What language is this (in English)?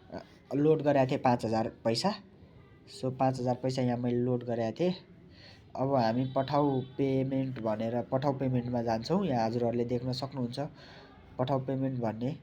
Nepali